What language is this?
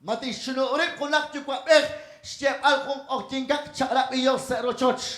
Kekchí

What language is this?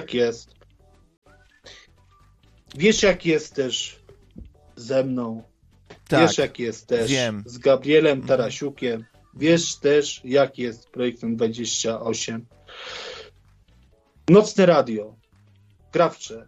Polish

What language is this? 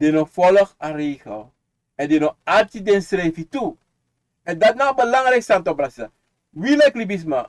Sranan Tongo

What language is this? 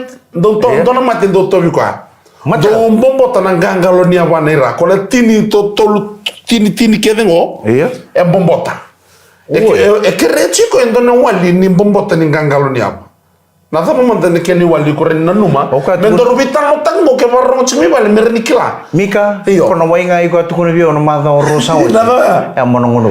Fijian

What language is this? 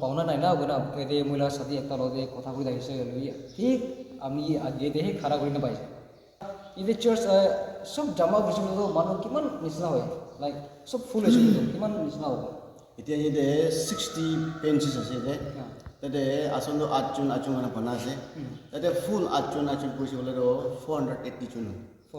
Naga Pidgin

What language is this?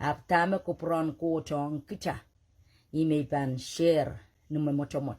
Pohnpeian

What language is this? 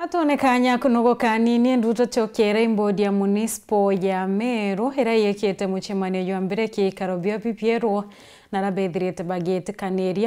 Meru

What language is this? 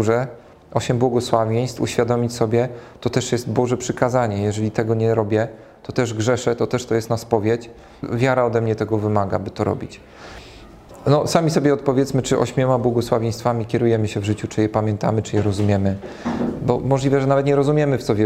Polish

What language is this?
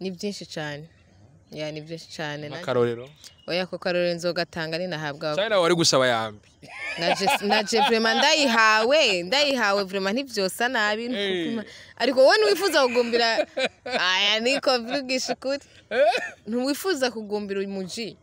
Rundi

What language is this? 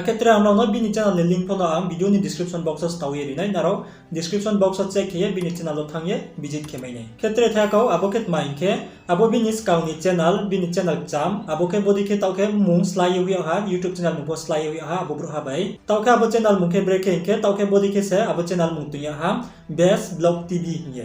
Riang (India)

